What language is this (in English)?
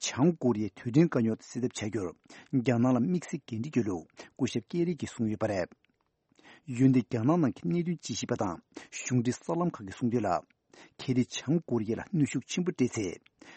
Tibetan